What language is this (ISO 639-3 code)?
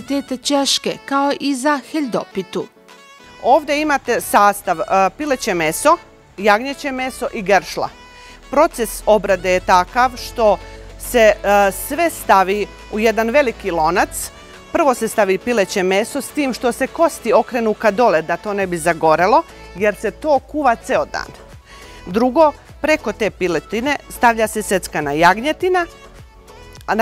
srp